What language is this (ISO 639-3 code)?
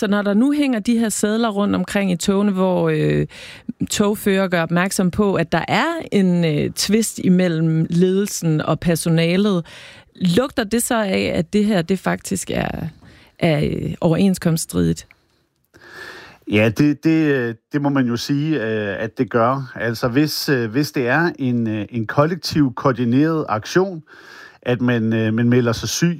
dan